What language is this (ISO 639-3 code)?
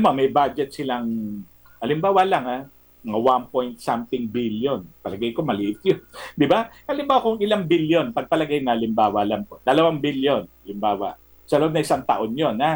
fil